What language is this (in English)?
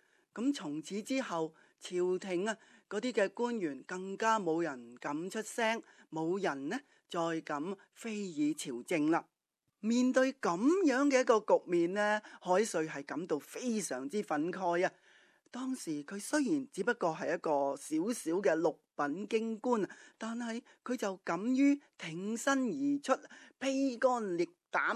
Cantonese